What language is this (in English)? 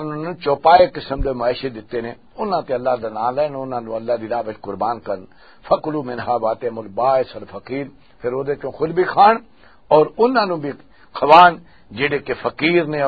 Western Panjabi